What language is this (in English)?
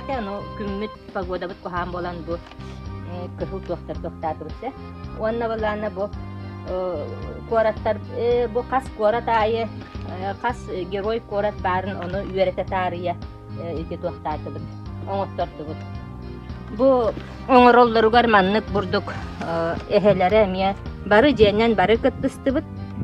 Yakut